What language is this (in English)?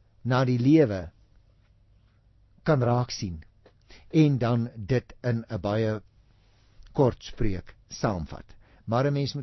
Afrikaans